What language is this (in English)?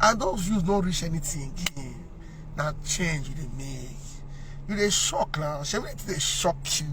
Nigerian Pidgin